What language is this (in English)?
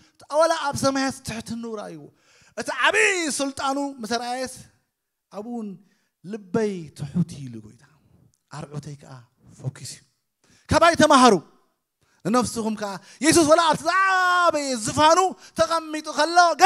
Tigrinya